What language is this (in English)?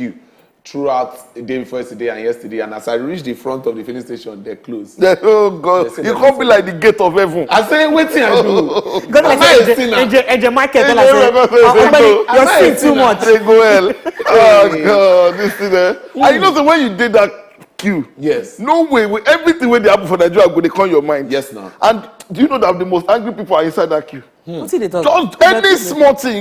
Nigerian Pidgin